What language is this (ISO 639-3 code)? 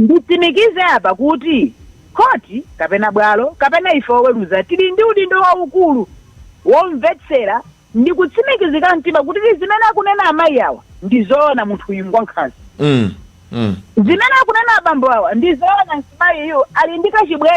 nya